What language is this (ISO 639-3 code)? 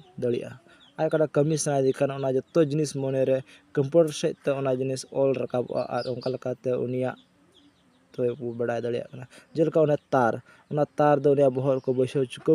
sat